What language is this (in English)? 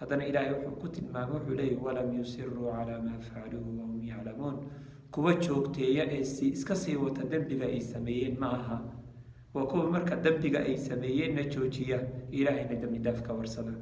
Somali